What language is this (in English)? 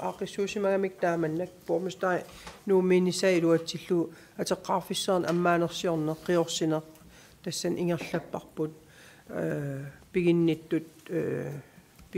Kalaallisut